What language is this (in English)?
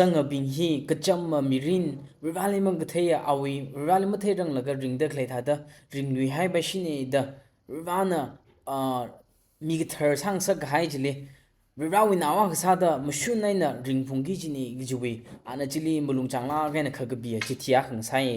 Tangkhul Naga (India)